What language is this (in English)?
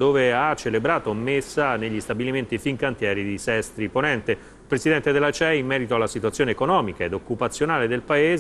Italian